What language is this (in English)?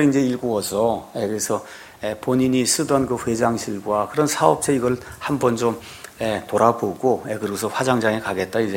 Korean